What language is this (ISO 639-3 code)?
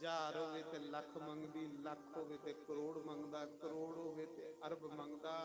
doi